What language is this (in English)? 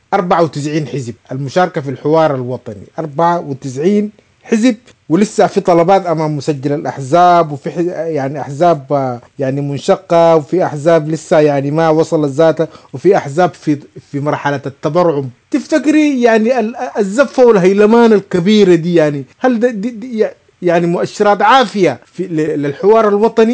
Sudanese Arabic